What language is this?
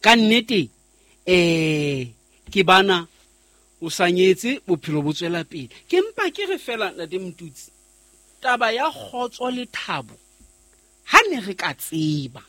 Southern Sotho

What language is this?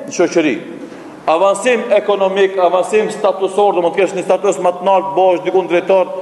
Albanian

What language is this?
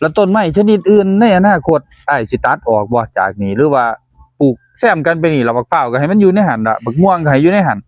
Northeastern Thai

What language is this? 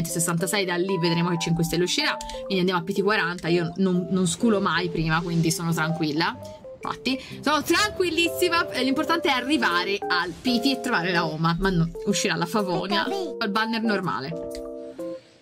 Italian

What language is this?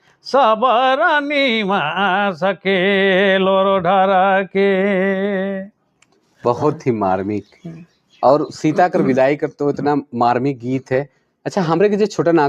Sadri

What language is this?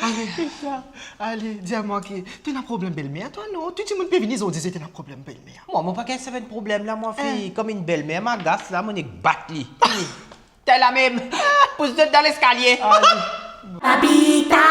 Morisyen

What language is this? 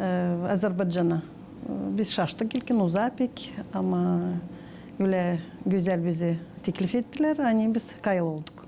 Gagauz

